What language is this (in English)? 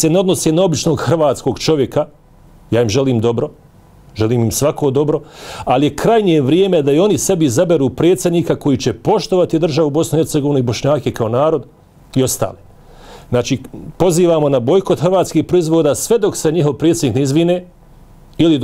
Bosnian